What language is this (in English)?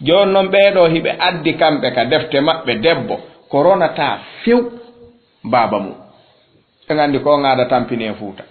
Fula